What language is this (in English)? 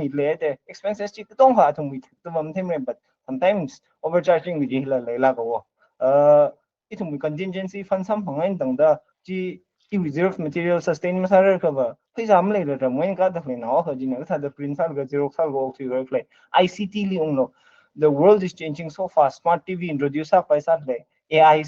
Tangkhul Naga (India)